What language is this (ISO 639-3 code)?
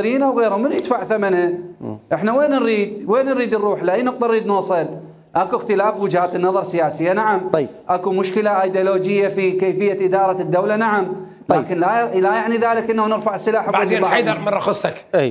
acm